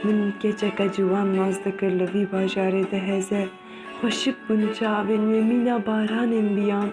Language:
Kurdish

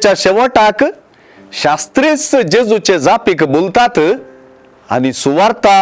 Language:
Konkani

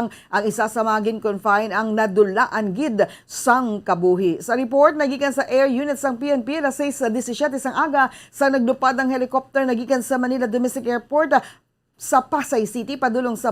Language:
Hiligaynon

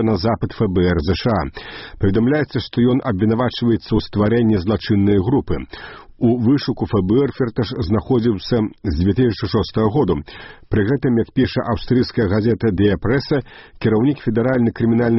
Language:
Belarusian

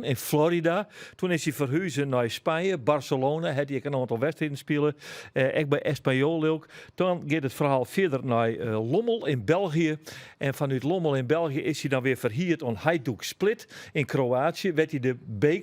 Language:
Western Frisian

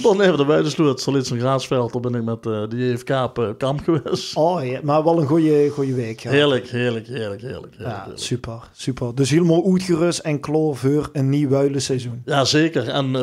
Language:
Limburgish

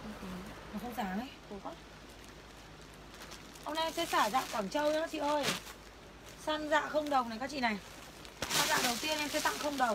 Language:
Vietnamese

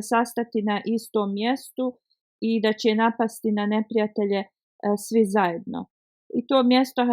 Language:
Bosnian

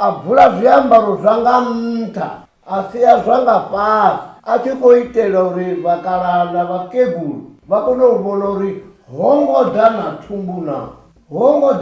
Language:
Venda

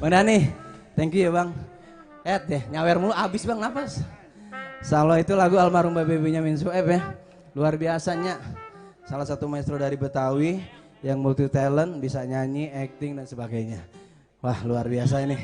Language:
Betawi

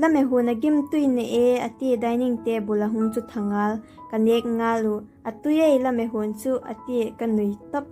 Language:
Vaiphei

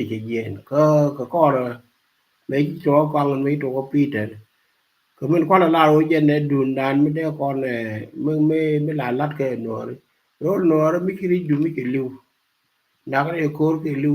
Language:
Nuer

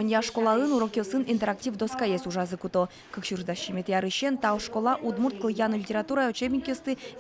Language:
Udmurt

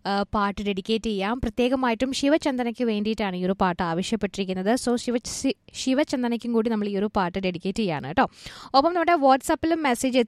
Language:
Malayalam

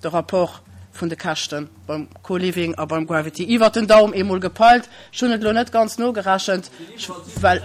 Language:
Luxembourgish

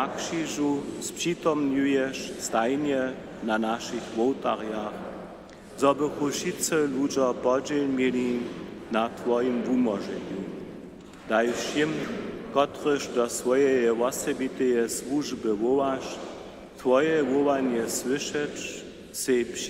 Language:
Upper Sorbian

